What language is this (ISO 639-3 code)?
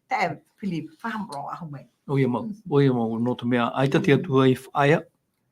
tah